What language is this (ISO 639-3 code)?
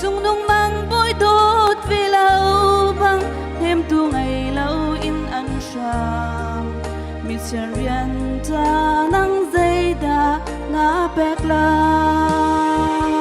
cnh